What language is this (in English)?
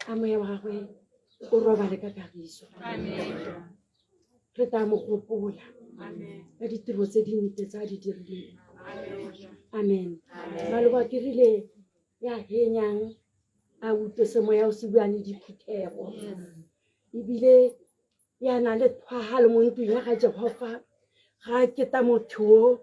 Tswana